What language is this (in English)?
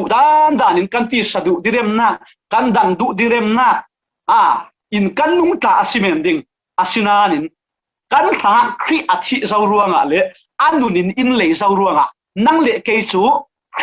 Falam Chin